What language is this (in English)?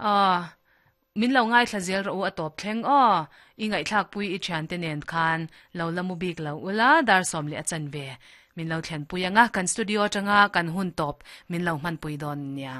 Mizo